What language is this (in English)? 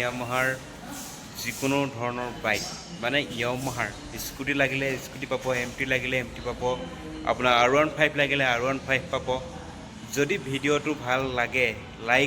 Assamese